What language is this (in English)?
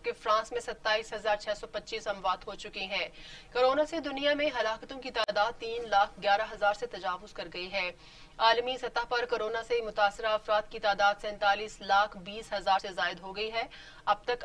Urdu